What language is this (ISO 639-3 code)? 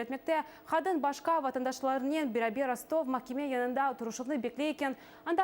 crh